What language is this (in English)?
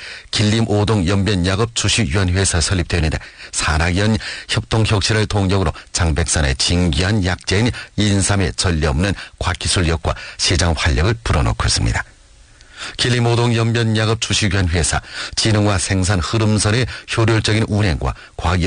Korean